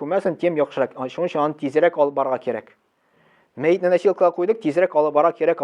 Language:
Tatar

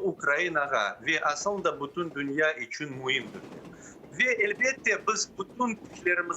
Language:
Crimean Tatar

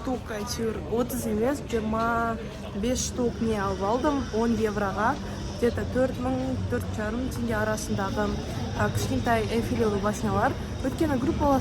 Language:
Kazakh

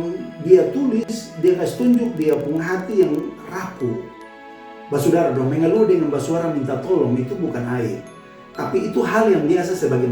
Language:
Kupang Malay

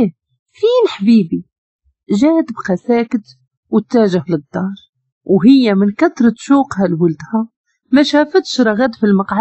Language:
Moroccan Arabic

